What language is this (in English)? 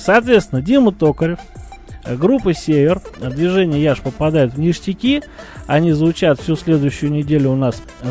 Russian